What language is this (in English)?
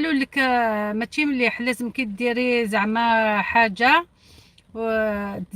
Algerian Arabic